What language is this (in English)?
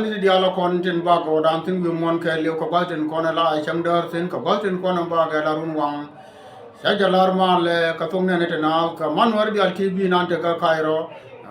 Nuer